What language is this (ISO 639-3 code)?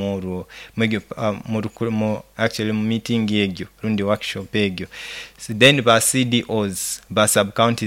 nyo